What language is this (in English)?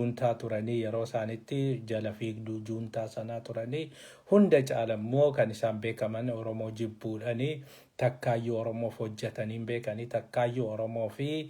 Oromo